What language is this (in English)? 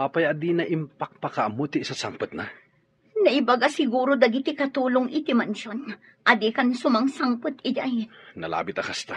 Iloko